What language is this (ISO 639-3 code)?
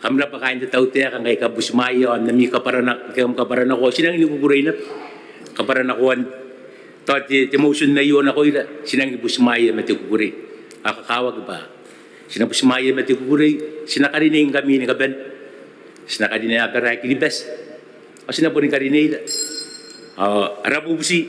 gil